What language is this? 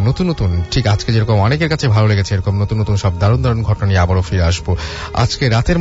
Bangla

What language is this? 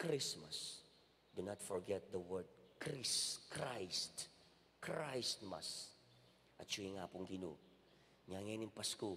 Pampanga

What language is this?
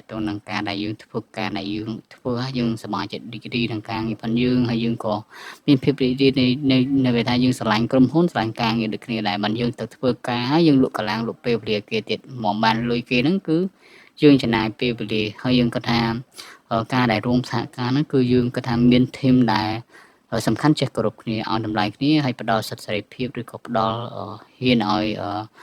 Khmer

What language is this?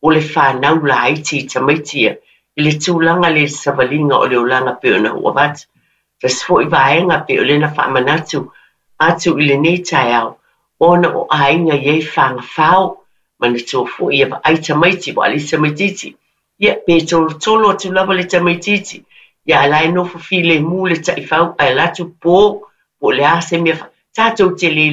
Samoan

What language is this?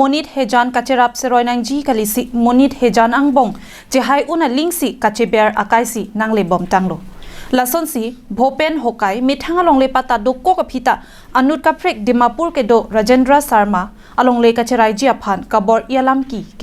Karbi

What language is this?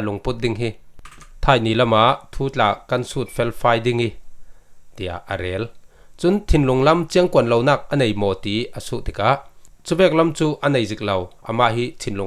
Falam Chin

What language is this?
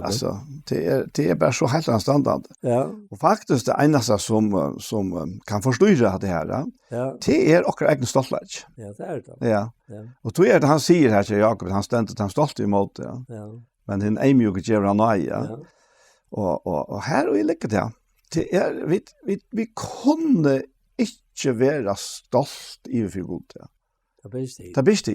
Faroese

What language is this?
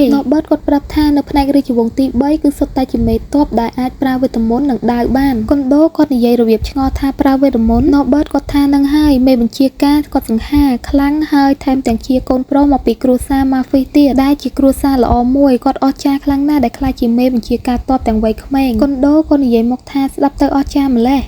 Khmer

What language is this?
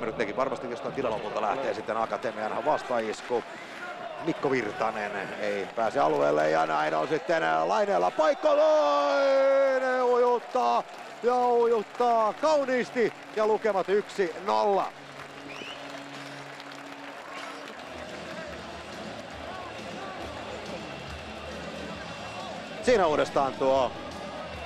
Finnish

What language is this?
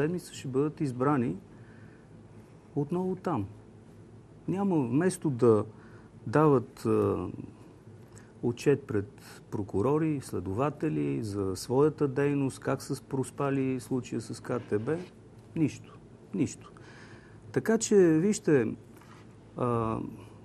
Bulgarian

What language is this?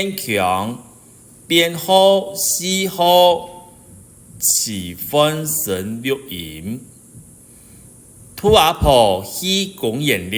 Hakka Chinese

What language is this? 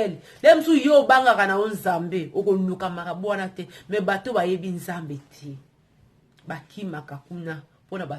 Lingala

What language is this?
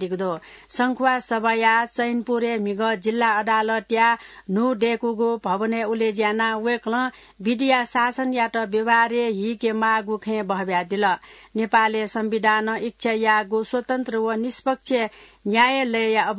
Newari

